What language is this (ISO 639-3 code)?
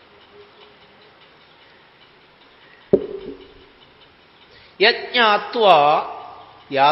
mal